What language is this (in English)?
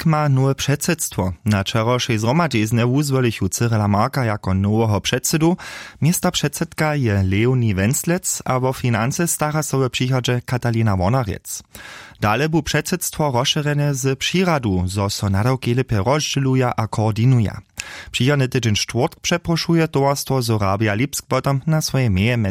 Upper Sorbian